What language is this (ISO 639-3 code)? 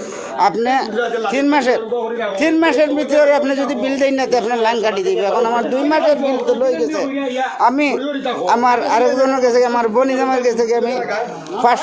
syl